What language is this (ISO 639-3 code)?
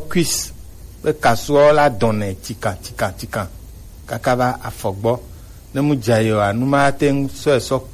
gej